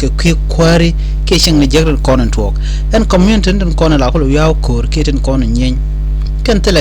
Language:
Nuer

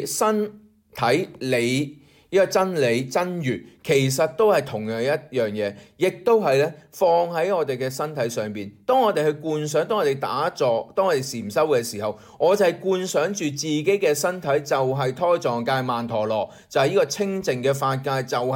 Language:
Cantonese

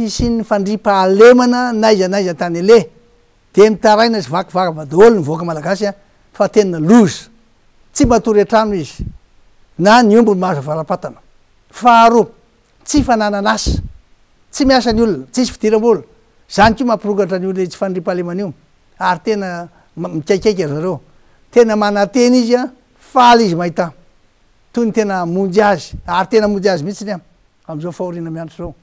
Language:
Malagasy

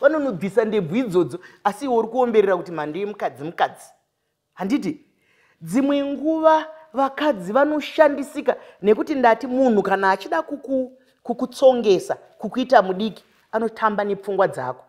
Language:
Shona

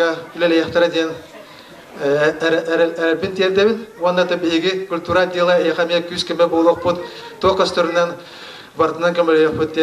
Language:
Yakut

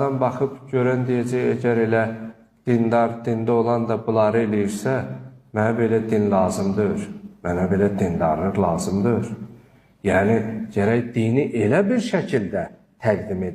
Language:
Azerbaijani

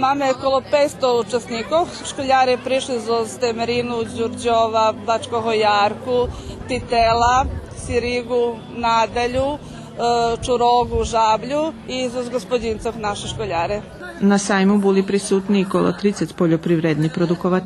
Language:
Rusyn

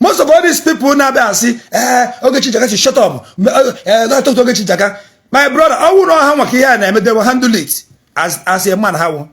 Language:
Igbo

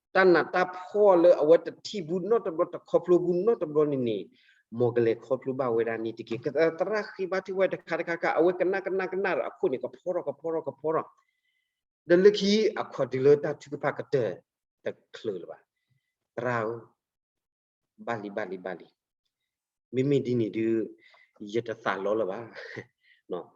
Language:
S'gaw Karen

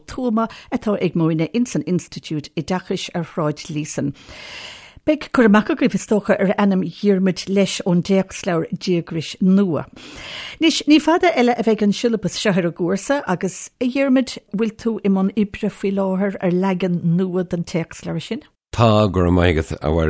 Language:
Irish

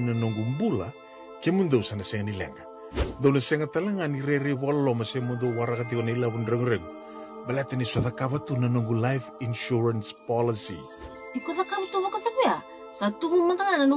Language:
Fijian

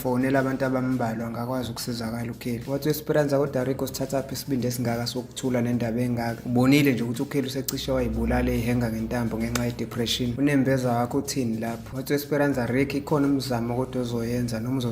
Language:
Zulu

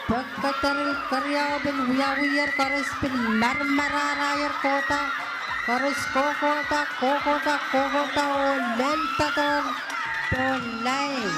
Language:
Pohnpeian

